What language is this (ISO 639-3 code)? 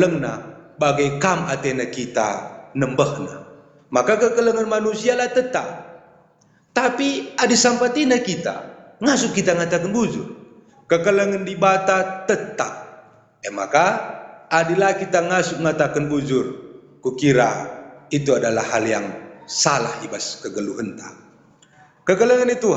btx